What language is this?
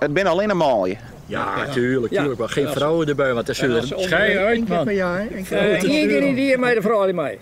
Western Frisian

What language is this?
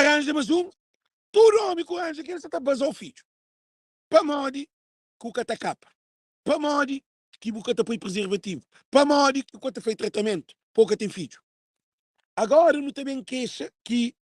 Kabuverdianu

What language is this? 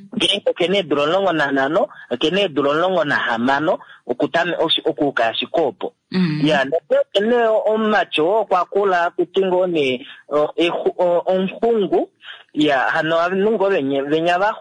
Kuanyama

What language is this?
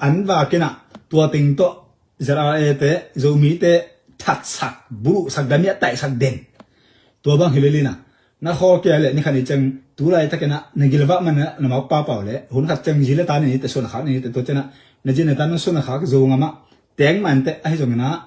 Tedim Chin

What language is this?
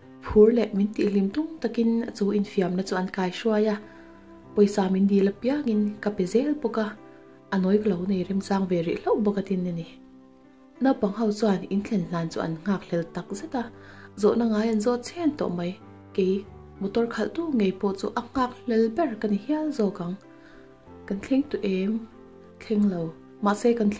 Mizo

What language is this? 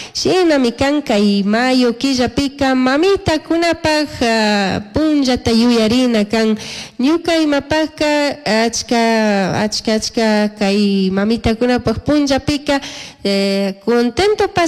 Chimborazo Highland Quichua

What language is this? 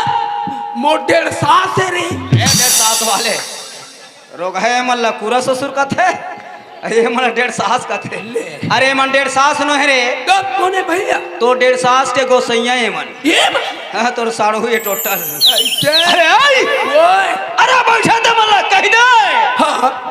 Chhattisgarhi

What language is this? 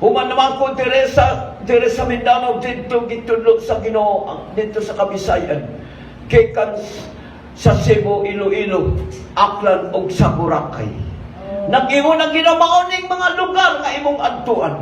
Cebuano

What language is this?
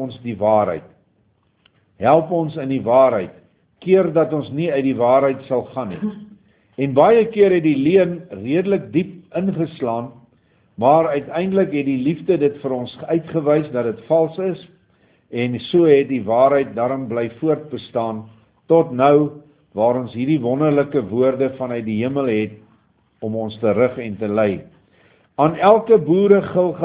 Afrikaans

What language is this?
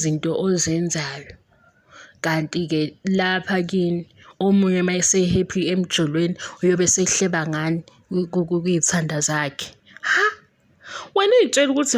Zulu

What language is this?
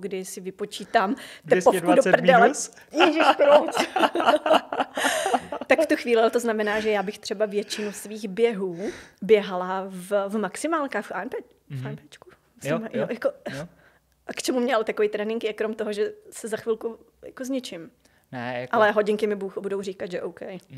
Czech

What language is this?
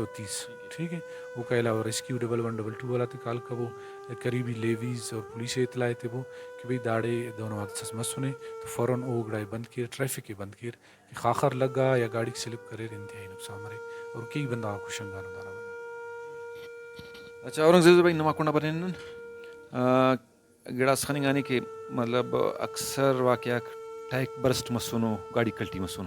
Brahui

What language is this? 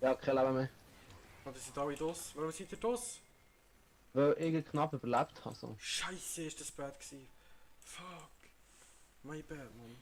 Swiss German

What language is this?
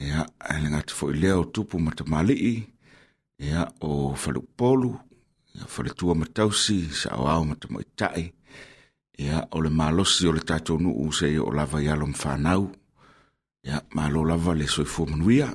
Samoan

